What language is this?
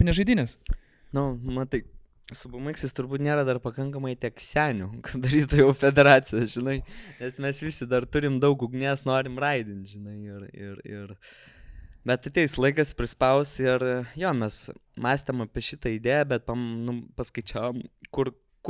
Lithuanian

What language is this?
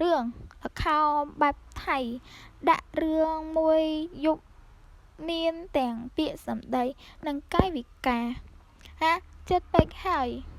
Khmer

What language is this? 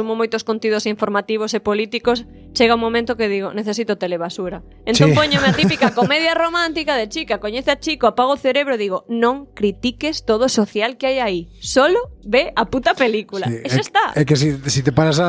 Galician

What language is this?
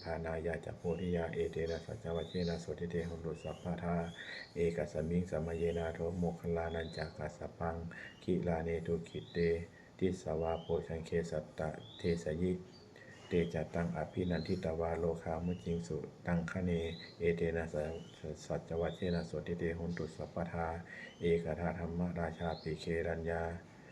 Pali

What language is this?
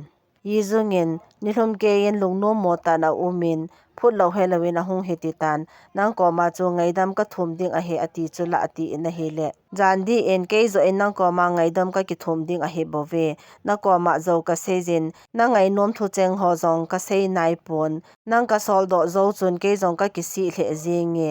Thado Chin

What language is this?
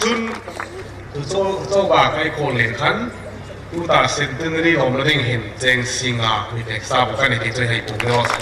Hmar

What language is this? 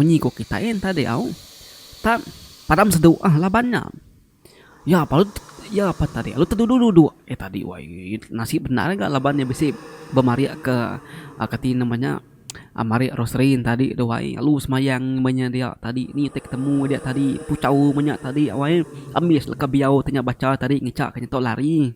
Iban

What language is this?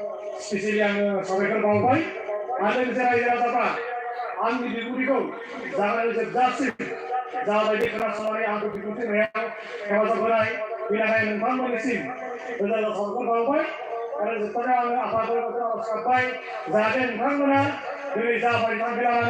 Bodo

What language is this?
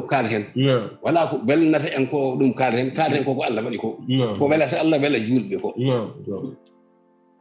Fula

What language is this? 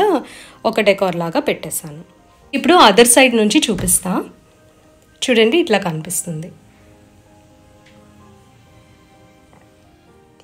Telugu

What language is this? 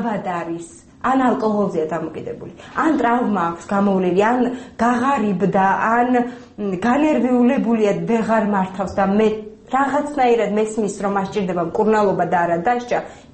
Georgian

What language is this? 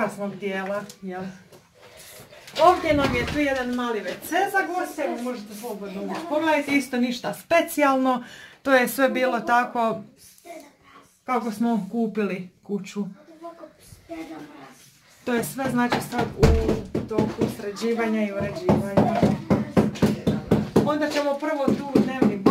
Croatian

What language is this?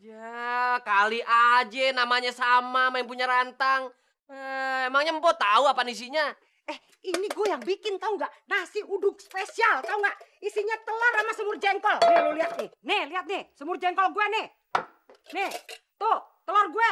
Betawi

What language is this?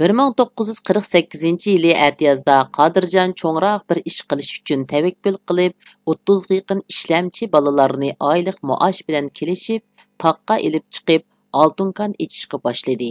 Uyghur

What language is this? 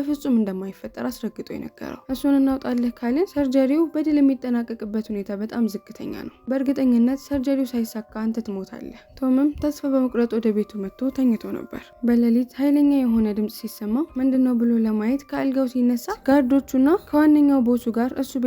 Amharic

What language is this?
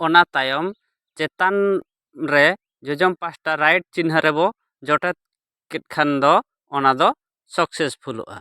Santali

